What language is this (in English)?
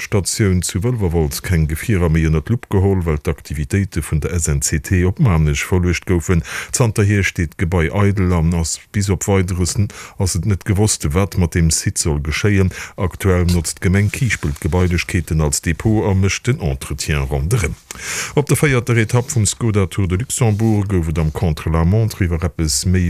Luxembourgish